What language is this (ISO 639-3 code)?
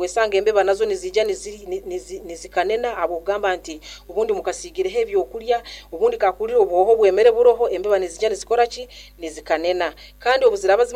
nyo